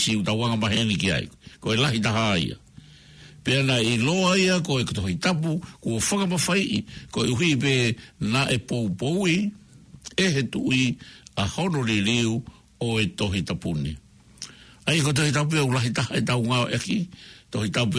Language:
Tongan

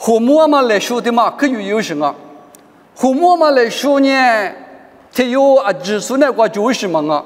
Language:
Lisu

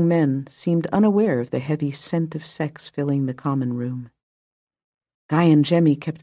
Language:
English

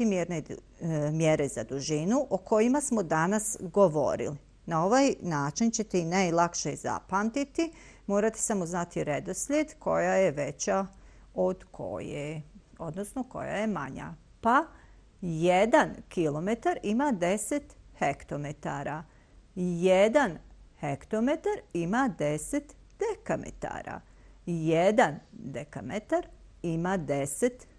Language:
Bosnian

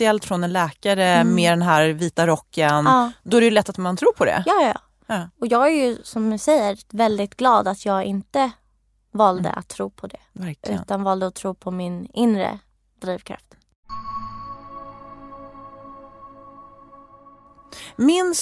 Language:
Swedish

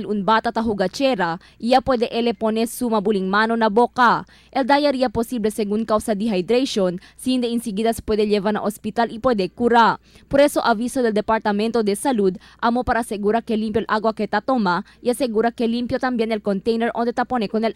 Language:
Chavacano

